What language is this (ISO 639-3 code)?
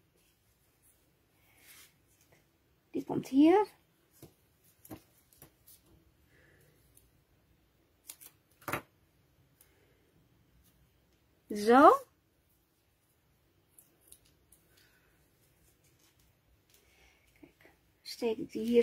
nld